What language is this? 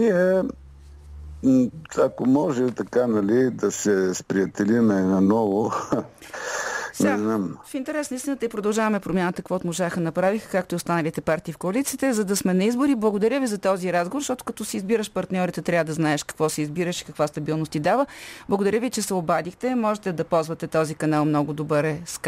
Bulgarian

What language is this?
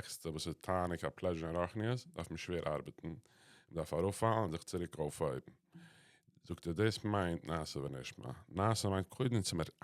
Yiddish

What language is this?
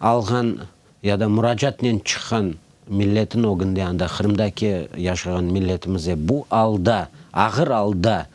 Crimean Tatar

